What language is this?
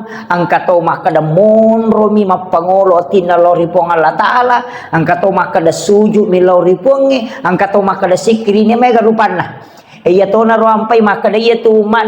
Buginese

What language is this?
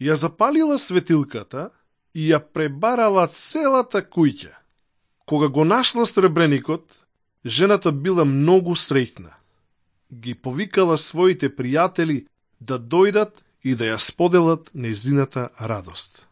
Macedonian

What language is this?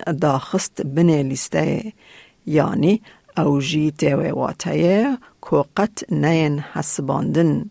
Kurdish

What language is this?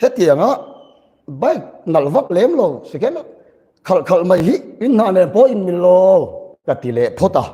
Mizo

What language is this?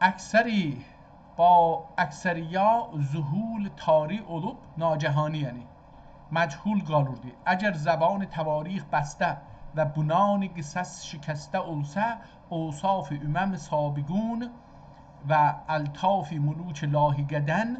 South Azerbaijani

